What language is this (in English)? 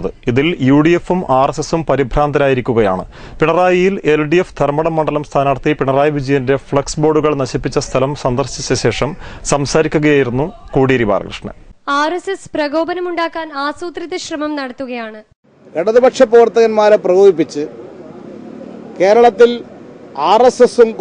Malayalam